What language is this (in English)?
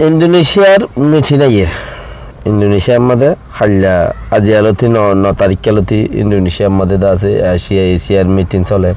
Rohingya